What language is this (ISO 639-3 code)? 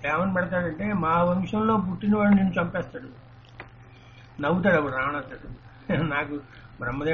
tel